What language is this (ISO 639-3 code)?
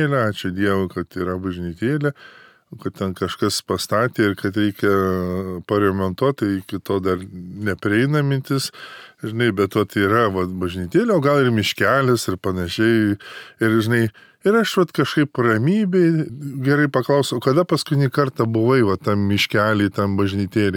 lit